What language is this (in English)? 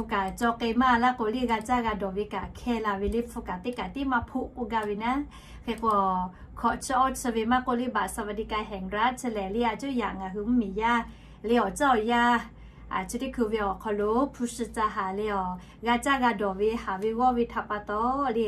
Lahu